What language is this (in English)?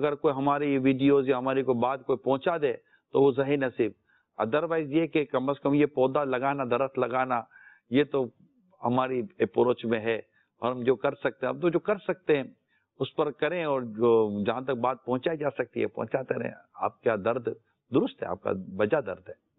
Urdu